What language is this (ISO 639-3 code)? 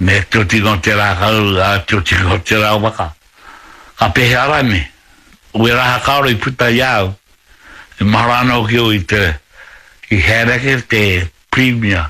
mri